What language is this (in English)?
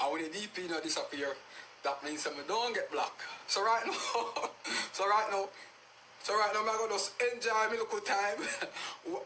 Jamaican Creole English